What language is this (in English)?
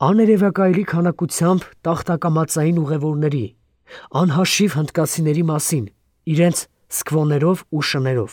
Armenian